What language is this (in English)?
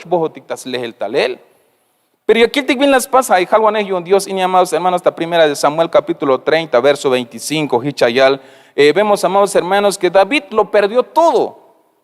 Tzeltal